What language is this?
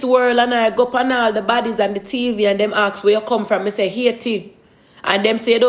Jamaican Creole English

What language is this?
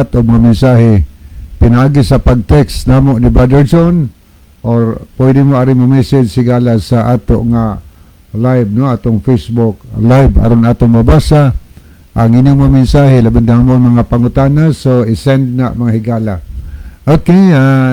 Cebuano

